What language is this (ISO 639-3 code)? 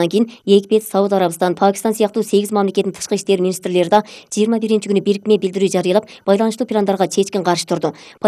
kir